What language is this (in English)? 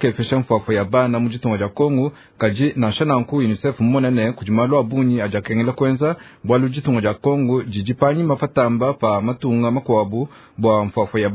Luba-Lulua